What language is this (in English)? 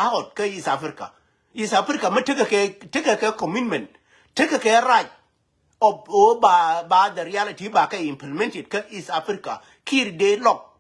Nuer